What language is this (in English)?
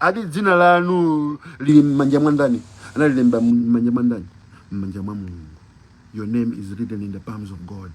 Nyanja